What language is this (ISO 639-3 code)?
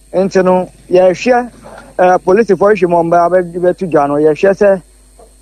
aka